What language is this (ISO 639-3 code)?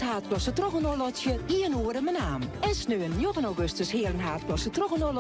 fry